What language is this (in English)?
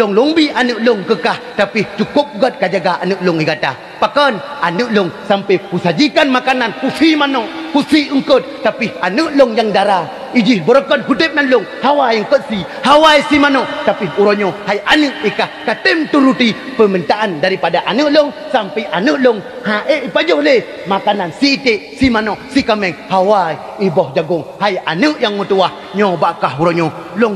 Achinese